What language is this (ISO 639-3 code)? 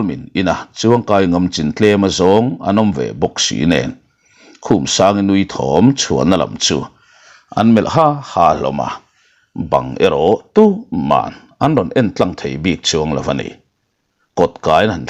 lus